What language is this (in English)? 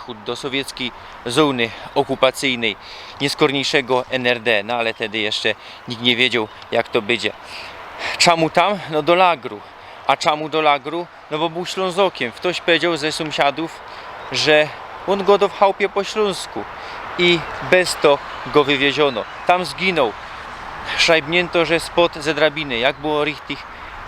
Silesian